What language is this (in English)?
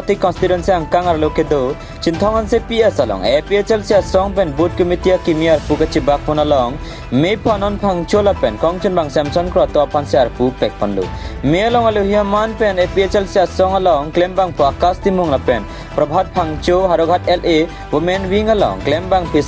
Karbi